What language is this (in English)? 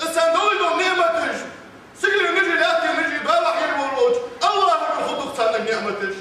Ingush